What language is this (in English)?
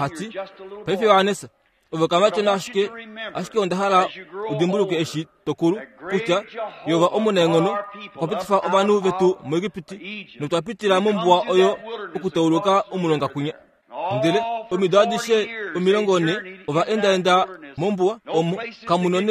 Kuanyama